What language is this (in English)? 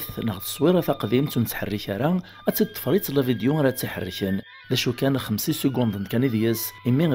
Kabyle